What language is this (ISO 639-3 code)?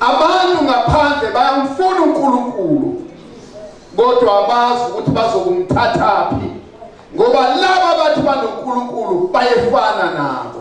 zul